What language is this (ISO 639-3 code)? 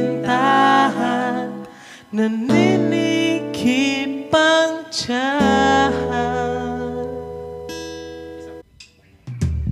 fil